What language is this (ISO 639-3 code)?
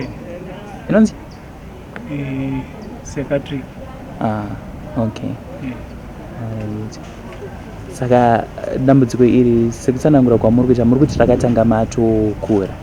sna